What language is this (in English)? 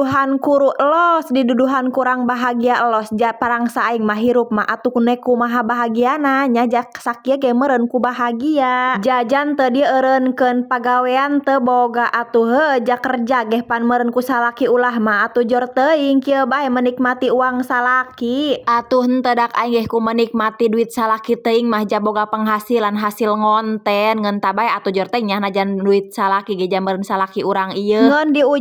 Sundanese